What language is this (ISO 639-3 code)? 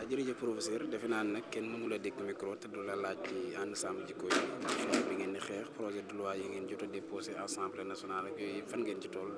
wol